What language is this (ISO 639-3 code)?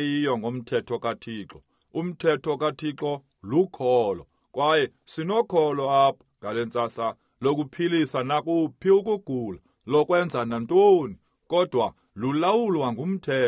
xho